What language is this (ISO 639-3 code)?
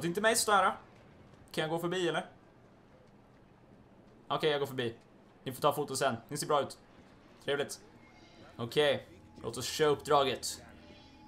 swe